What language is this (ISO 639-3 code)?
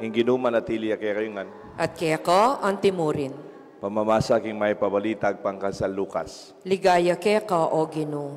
pam